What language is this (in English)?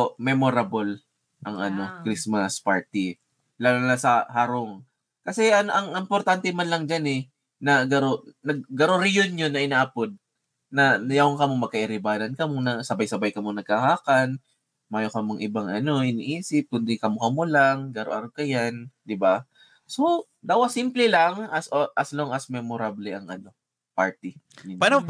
Bikol